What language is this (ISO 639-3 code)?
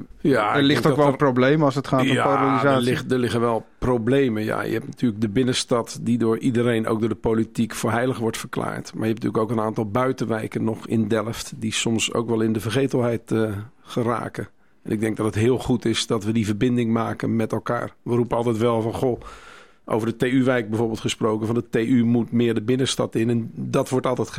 nld